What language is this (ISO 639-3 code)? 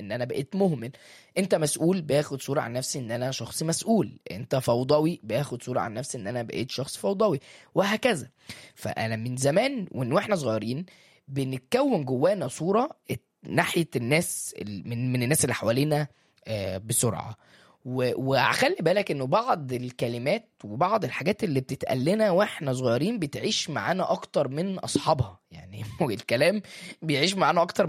arz